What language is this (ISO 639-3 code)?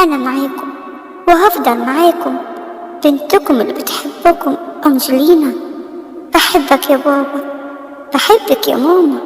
arz